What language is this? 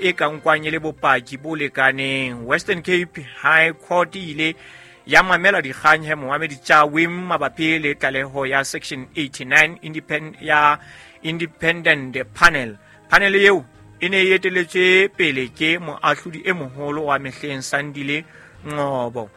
Southern Sotho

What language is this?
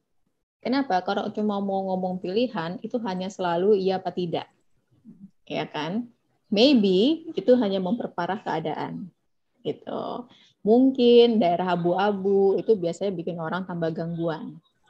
Indonesian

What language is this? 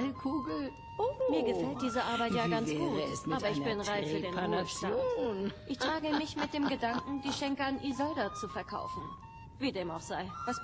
Swiss German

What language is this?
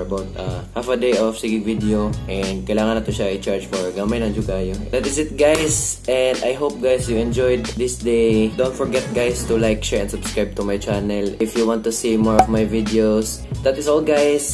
Cebuano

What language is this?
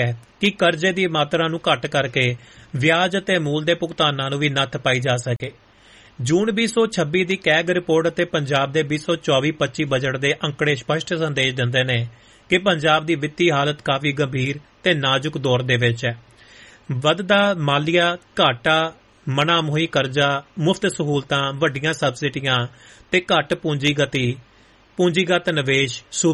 Punjabi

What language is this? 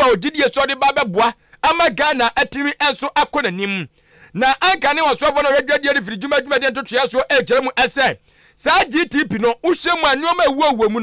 Akan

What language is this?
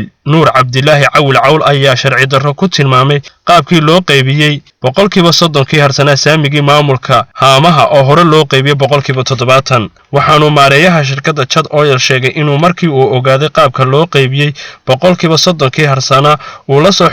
Somali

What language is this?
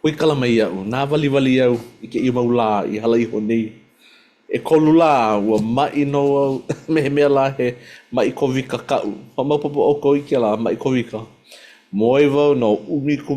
Hawaiian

